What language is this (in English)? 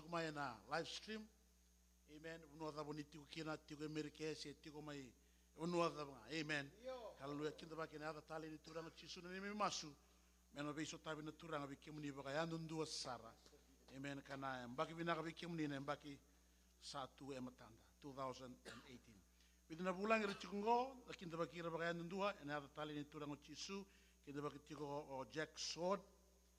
Fijian